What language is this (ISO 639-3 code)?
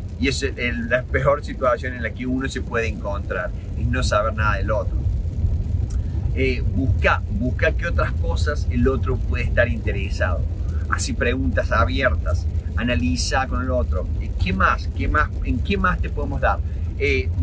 spa